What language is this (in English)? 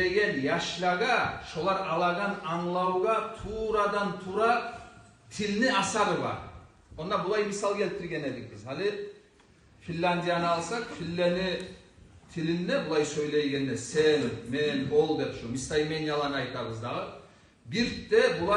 Kumyk